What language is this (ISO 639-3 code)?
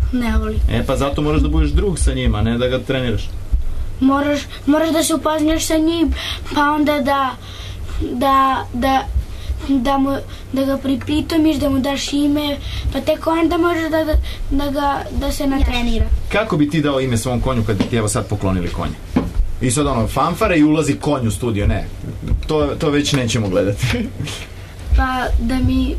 srp